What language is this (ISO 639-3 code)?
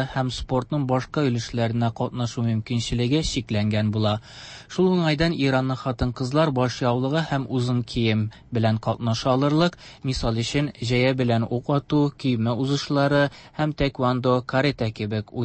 tat